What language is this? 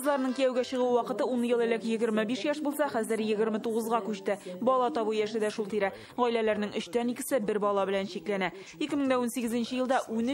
Tatar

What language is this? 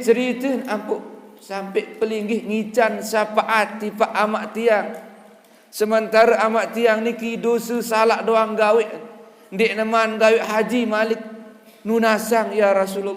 Sasak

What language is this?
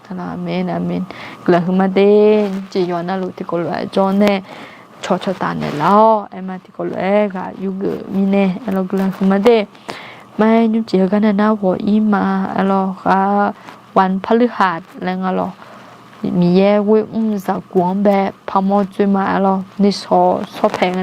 Akha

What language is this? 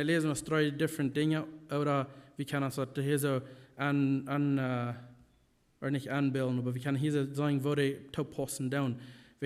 Plautdietsch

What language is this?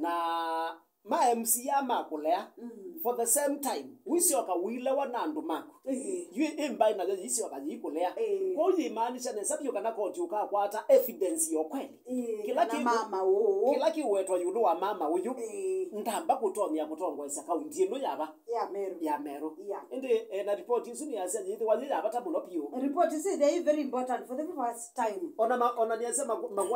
Kamba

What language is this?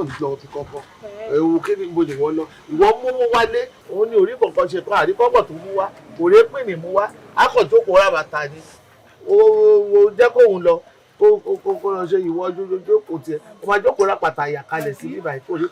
Yoruba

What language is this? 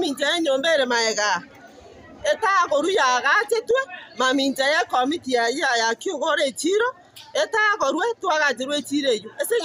Gusii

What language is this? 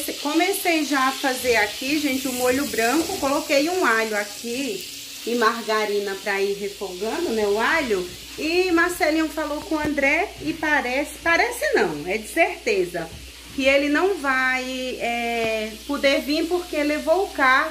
Portuguese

